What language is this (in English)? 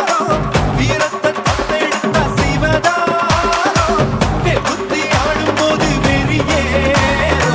Tamil